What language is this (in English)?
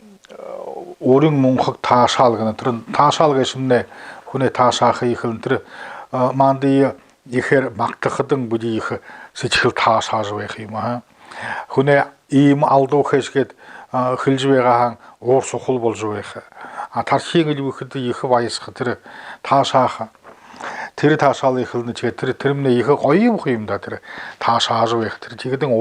Buriat